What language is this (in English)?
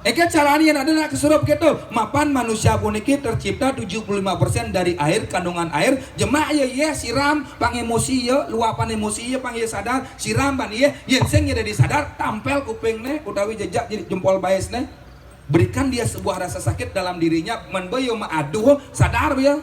Balinese